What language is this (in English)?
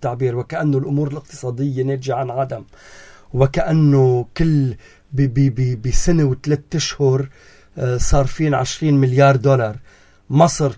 North Levantine Arabic